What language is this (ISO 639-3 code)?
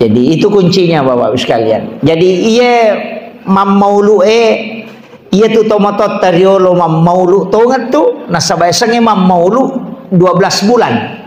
bug